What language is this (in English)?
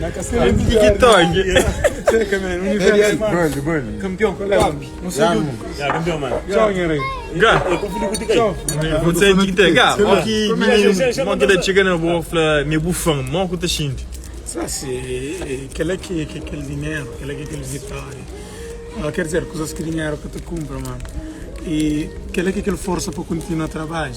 Kabuverdianu